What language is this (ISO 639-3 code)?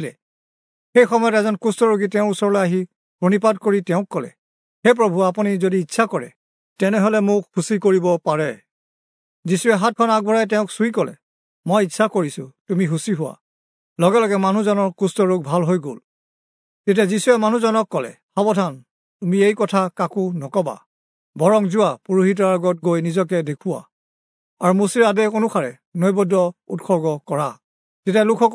asm